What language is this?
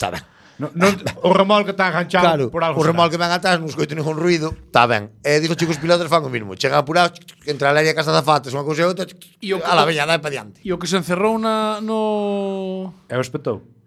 Galician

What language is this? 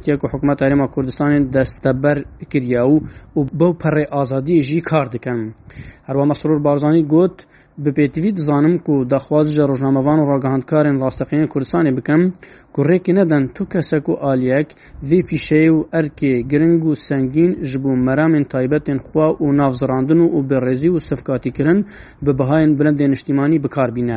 Kurdish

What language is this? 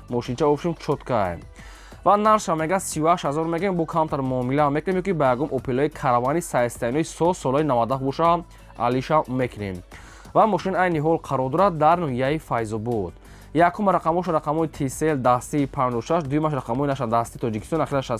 Tajik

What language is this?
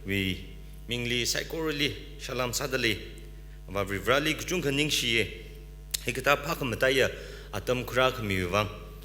Tangkhul Naga (India)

